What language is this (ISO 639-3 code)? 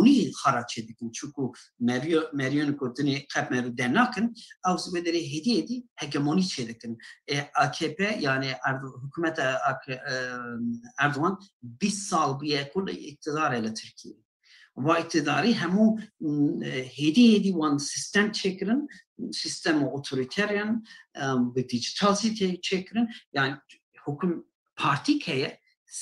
kur